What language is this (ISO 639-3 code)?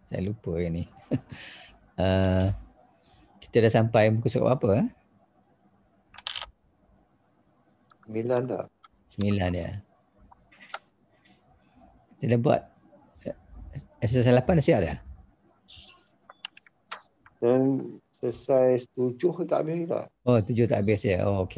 msa